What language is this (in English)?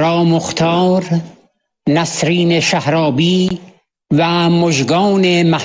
Persian